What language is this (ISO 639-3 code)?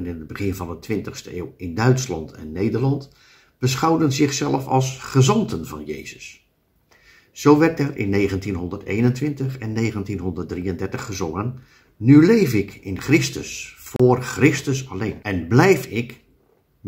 nld